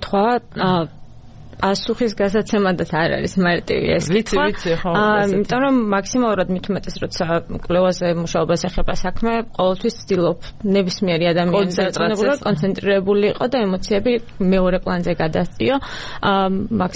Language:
Georgian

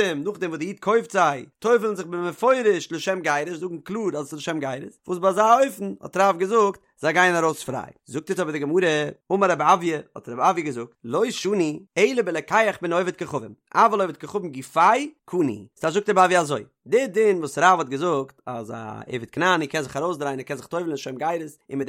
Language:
Yiddish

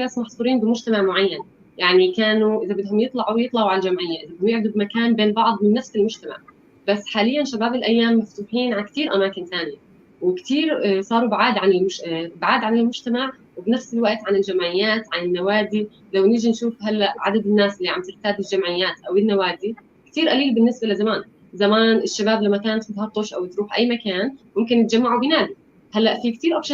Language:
North Levantine Arabic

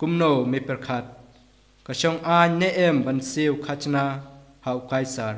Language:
Khasi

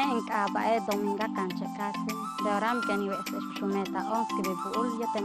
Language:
Yucateco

